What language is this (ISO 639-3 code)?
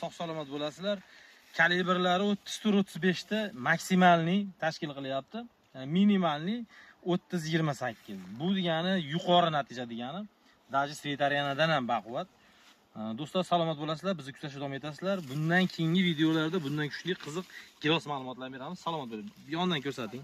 uzb